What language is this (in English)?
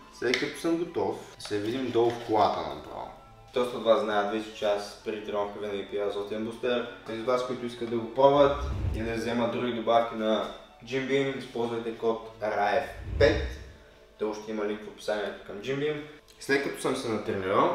Bulgarian